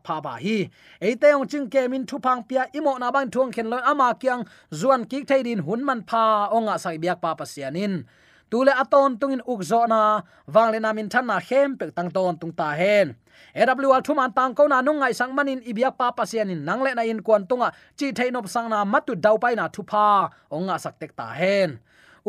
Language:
Tedim Chin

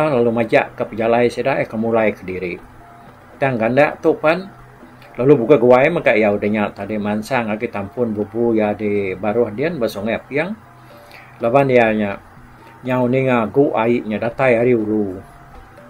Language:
Iban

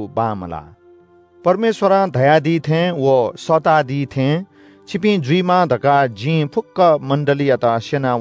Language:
Newari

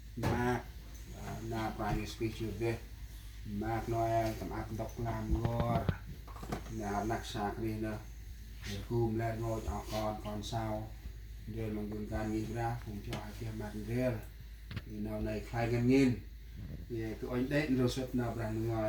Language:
Central Mnong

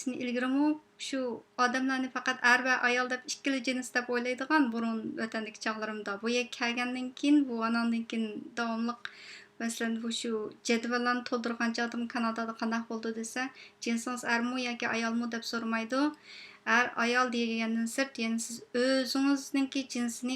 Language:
Uyghur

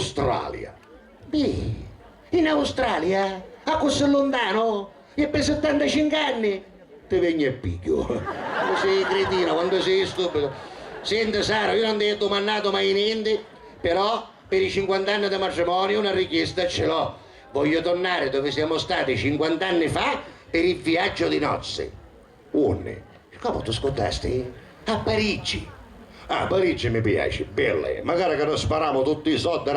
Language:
Sicilian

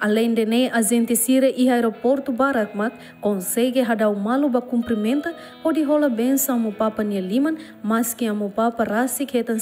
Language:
Tetum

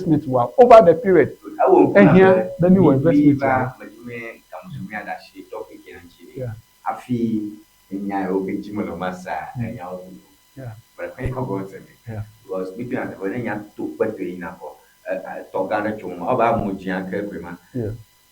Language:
Ewe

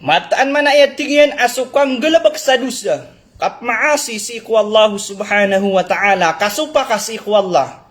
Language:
Maranao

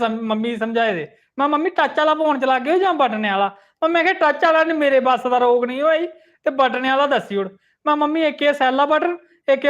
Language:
Dogri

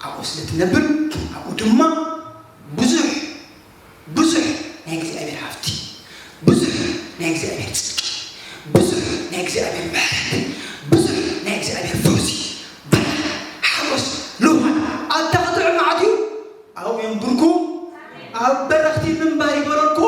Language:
Tigrinya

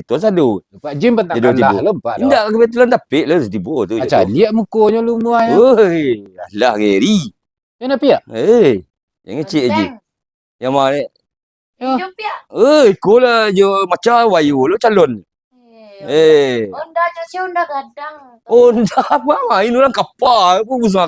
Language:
Minangkabau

